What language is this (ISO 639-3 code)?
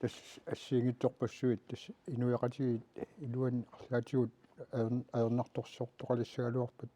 kal